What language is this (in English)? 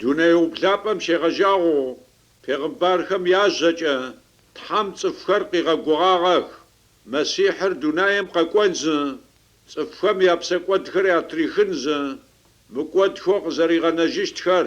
Adyghe